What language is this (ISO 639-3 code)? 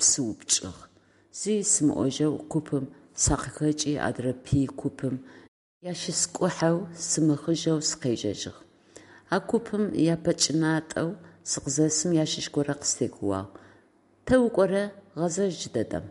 ady